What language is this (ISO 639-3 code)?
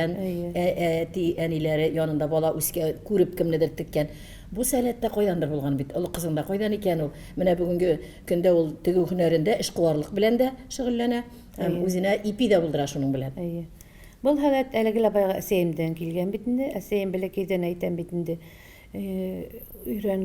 tat